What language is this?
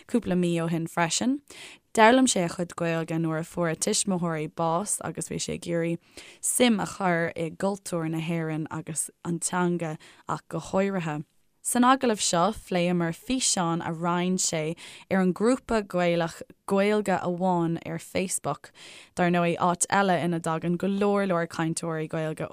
Irish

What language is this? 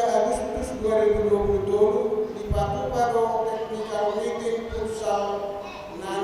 Batak Toba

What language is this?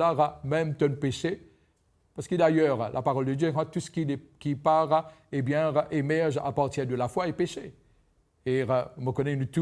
Morisyen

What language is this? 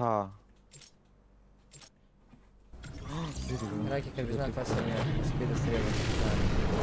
Croatian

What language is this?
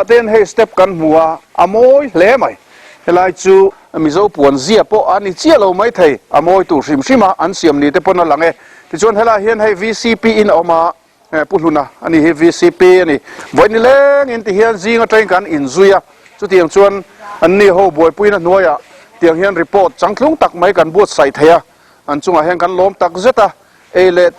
Mizo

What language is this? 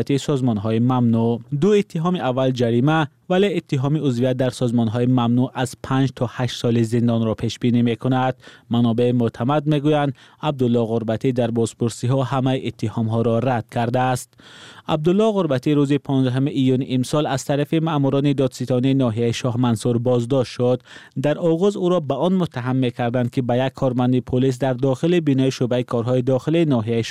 Tajik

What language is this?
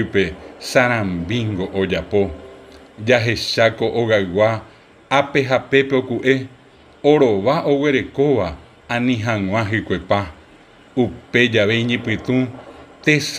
Guarani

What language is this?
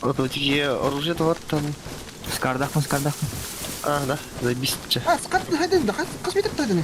Yakut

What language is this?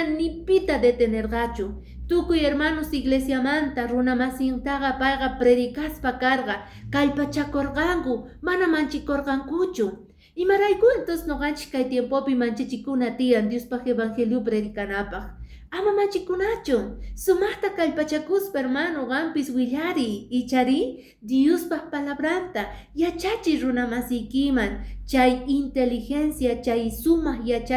Quechua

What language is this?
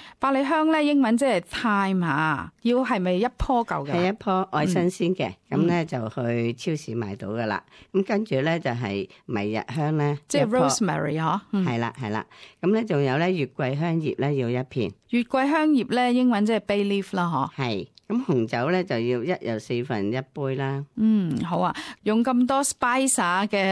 Cantonese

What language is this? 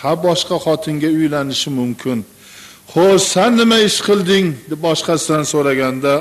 Uzbek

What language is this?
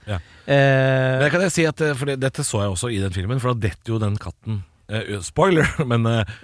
Norwegian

